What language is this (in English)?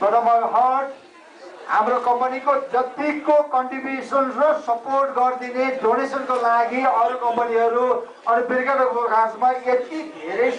Nepali